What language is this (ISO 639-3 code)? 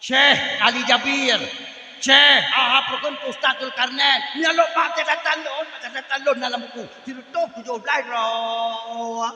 ace